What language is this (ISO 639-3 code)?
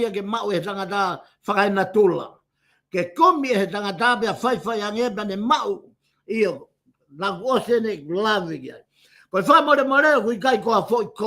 ton